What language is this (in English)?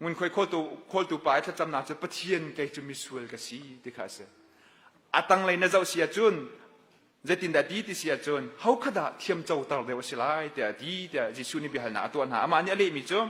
Hakha Chin